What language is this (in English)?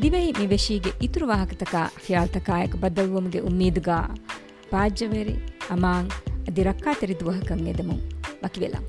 Divehi